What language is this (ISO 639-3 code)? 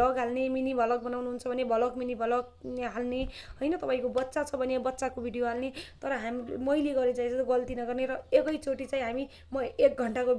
nep